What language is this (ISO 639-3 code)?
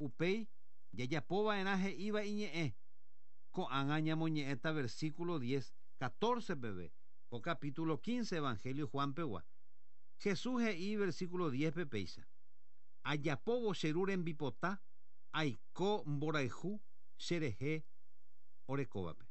grn